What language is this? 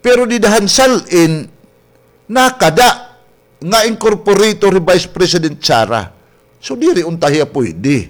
Waray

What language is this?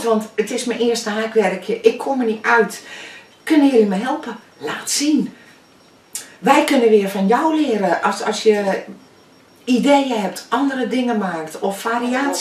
Dutch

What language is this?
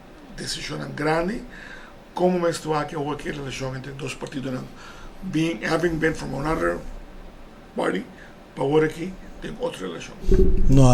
Papiamento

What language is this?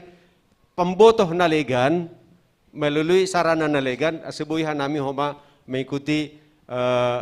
Batak Simalungun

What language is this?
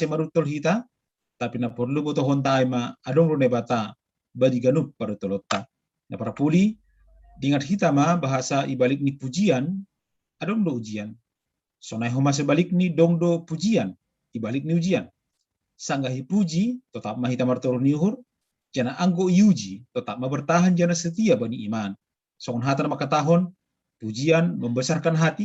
Batak Simalungun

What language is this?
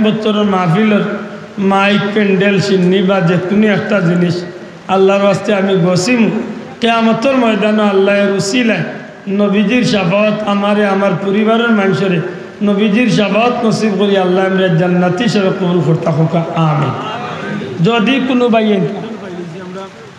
Sylheti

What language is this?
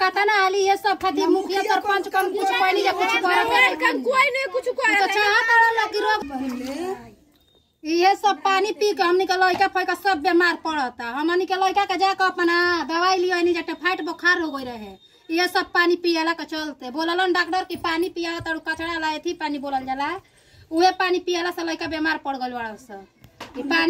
Bhojpuri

